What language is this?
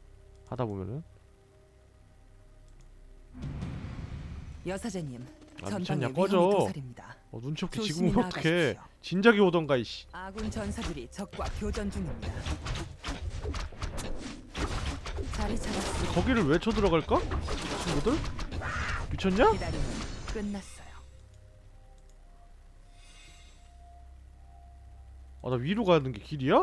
Korean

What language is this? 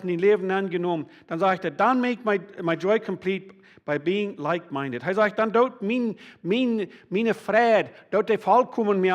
Plautdietsch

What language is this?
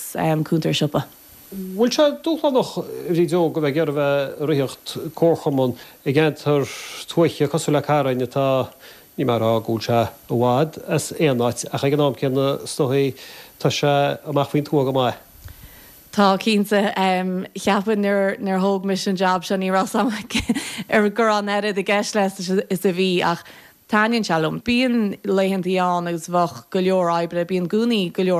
Irish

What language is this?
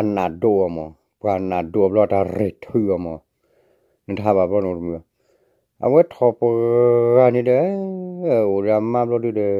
S'gaw Karen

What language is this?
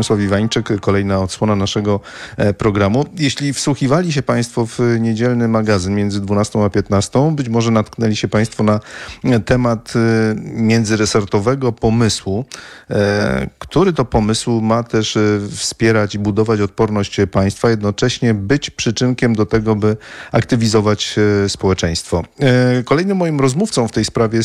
Polish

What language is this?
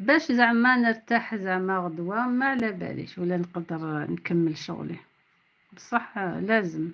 Algerian Arabic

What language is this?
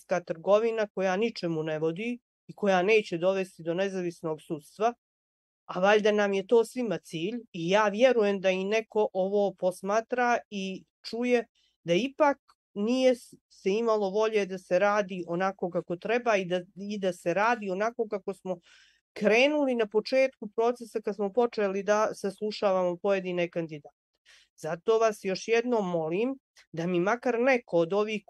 Bosnian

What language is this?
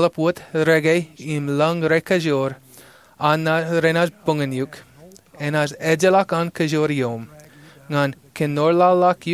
Marshallese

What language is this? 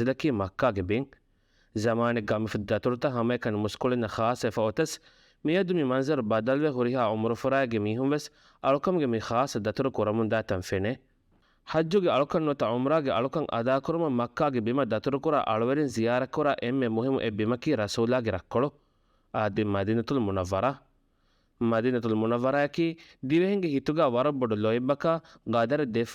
Divehi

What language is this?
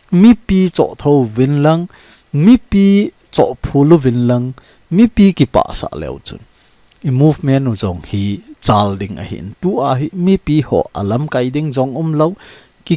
Thado Chin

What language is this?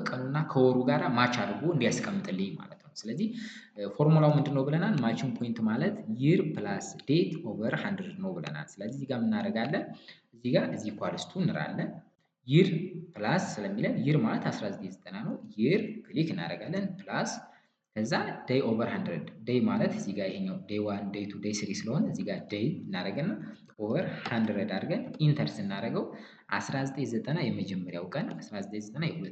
Amharic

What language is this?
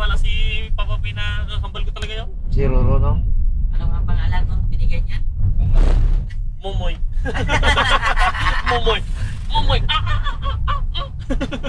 Filipino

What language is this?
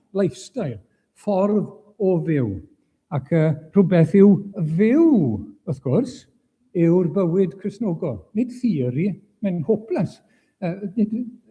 Welsh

